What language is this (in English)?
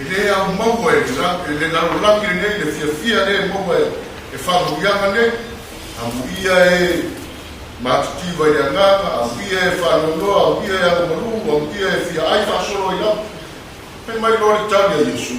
Samoan